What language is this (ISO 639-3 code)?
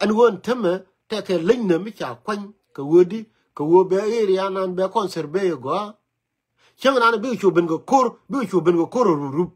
nus